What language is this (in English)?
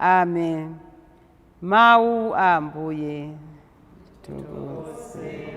Nyanja